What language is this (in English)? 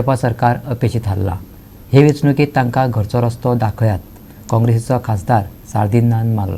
Konkani